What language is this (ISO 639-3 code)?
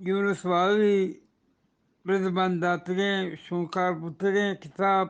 bgp